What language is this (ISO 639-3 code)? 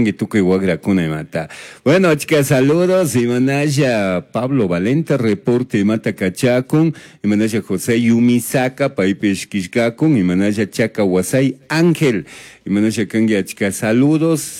qug